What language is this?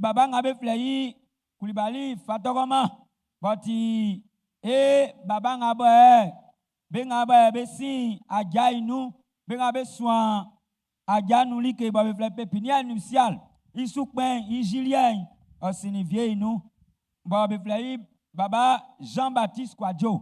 Baoulé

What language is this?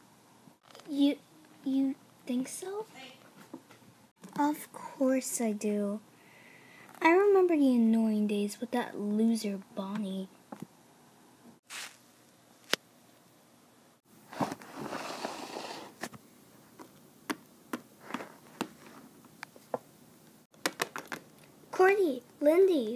English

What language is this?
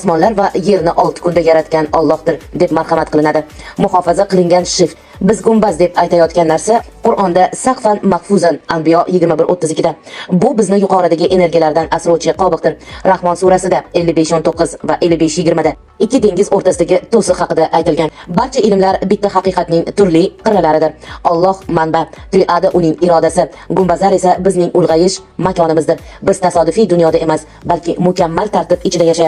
Uzbek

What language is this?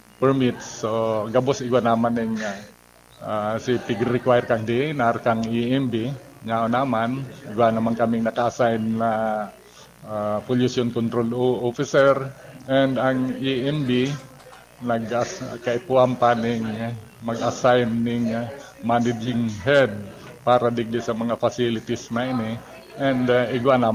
Bikol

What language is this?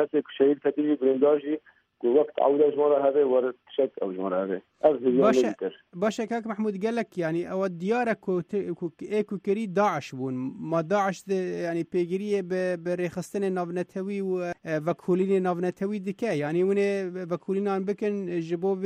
Kurdish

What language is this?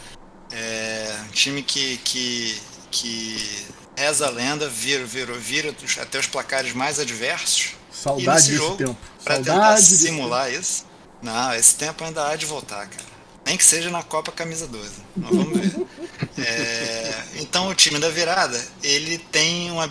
Portuguese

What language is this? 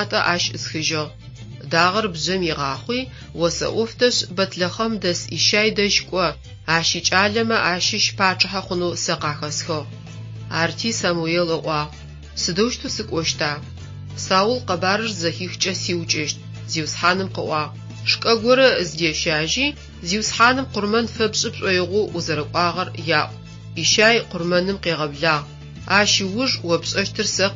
Adyghe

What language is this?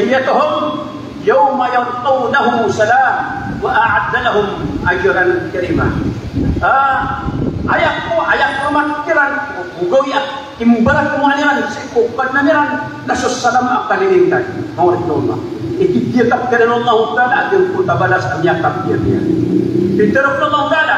Maranao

